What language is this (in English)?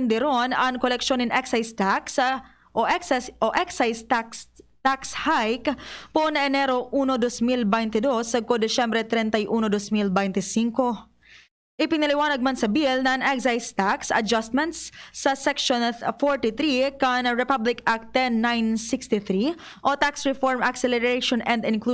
Bikol